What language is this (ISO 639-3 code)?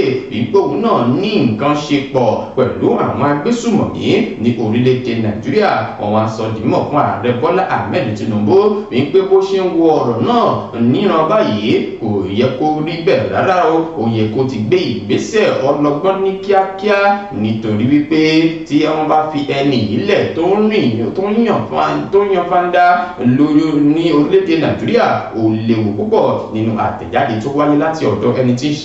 yor